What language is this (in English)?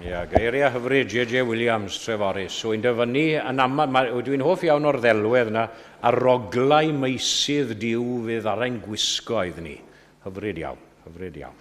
Welsh